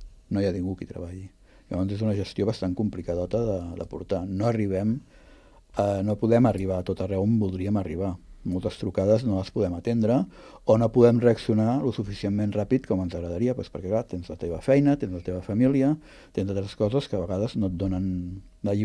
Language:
Catalan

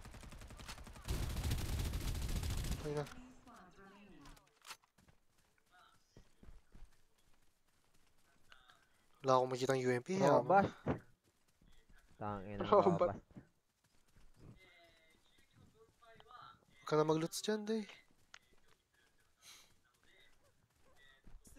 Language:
Filipino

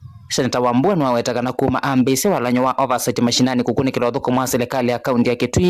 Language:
Kamba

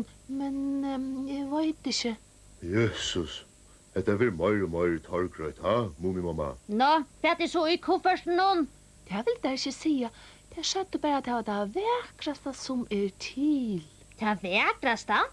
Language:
Faroese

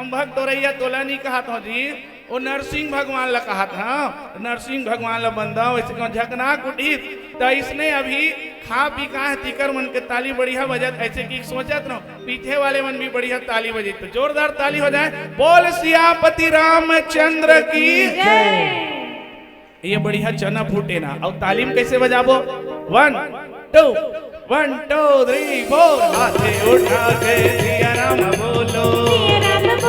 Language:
Chhattisgarhi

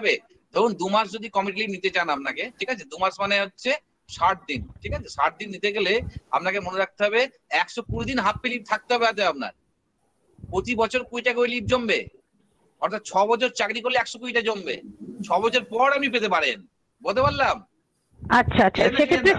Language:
Bangla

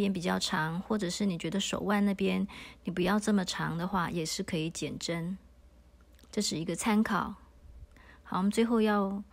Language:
Chinese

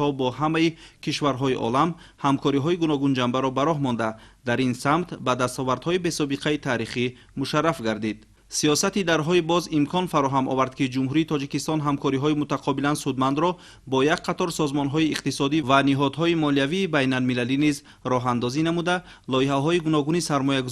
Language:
Tajik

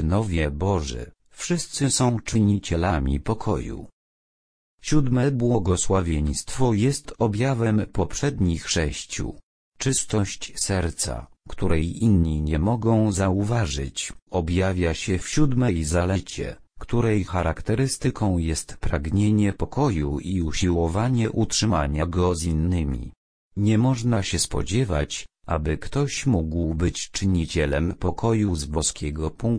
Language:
Polish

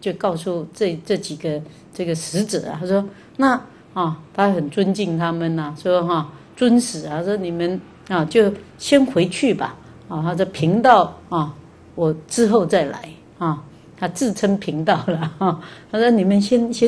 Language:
Chinese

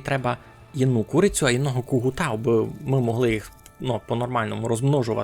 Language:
Rusyn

